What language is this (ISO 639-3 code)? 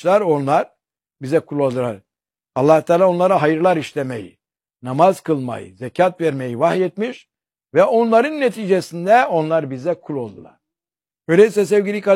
tur